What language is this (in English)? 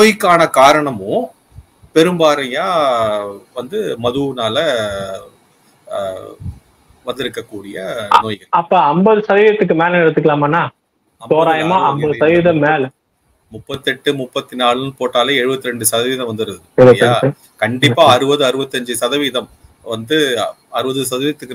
Tamil